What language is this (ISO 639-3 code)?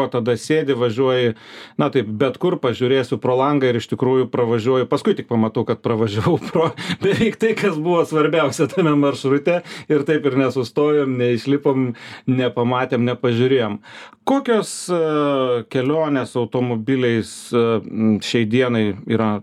lit